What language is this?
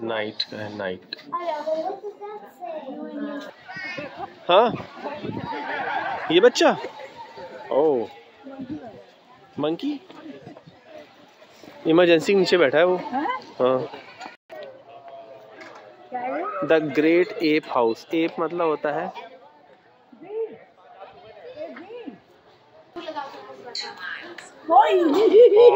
Hindi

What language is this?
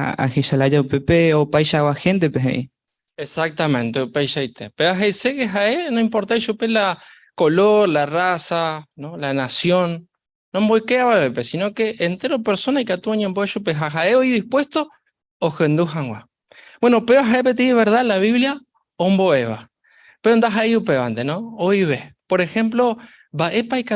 Guarani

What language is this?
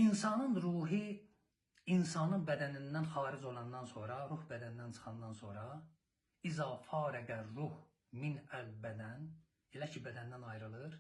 Azerbaijani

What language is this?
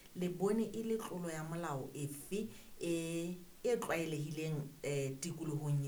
Southern Sotho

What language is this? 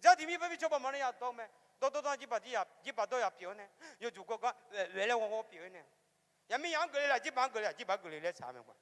Akha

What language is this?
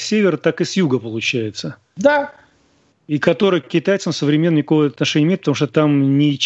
Russian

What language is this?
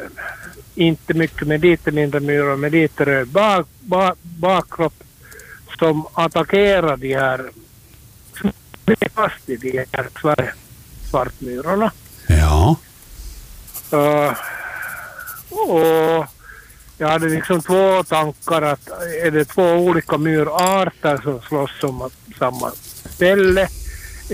Swedish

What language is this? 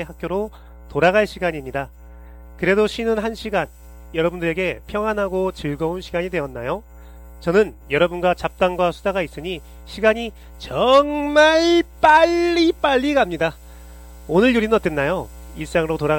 Korean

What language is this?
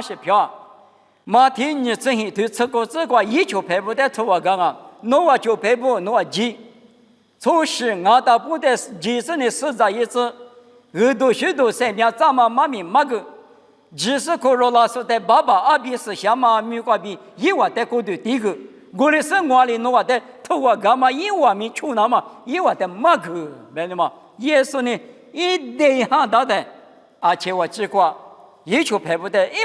Lisu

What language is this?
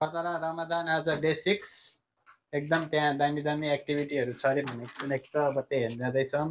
Nepali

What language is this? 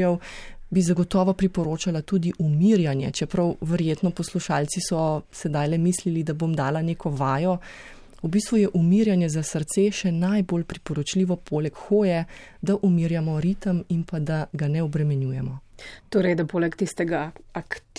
Slovenian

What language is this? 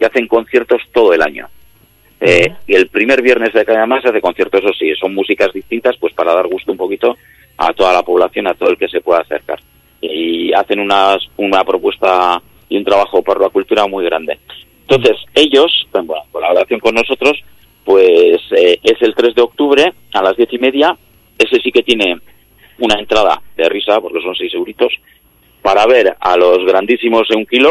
Spanish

